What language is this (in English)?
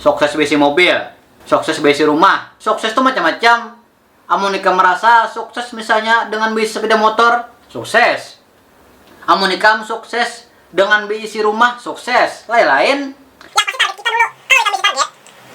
Banjar